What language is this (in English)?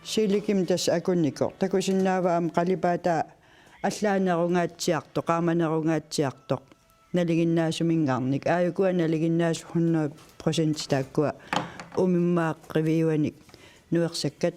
Kalaallisut